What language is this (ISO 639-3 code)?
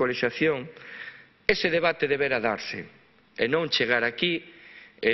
glg